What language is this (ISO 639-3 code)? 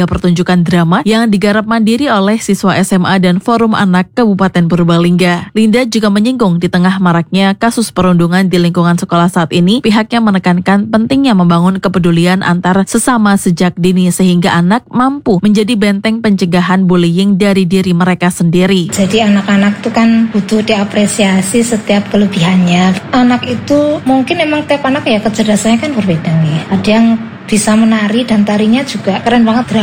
ind